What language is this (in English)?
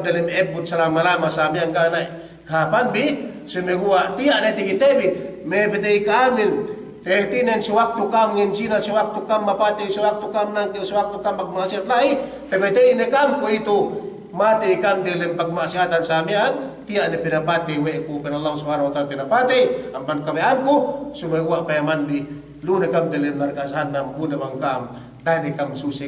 Yakan